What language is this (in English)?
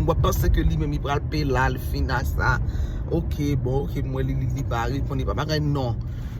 Haitian Creole